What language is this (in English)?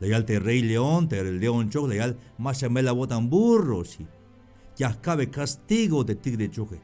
Tzeltal